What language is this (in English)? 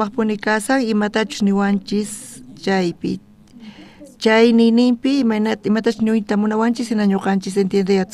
South Bolivian Quechua